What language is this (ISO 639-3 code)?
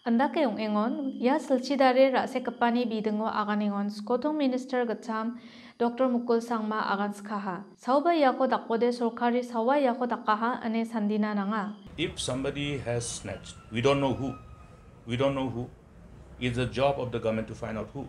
grt